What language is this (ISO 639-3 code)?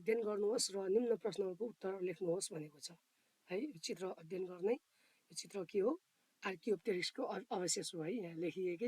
nep